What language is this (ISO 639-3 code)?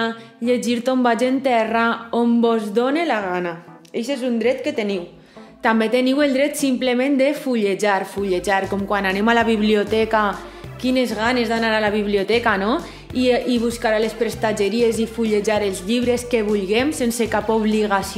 cat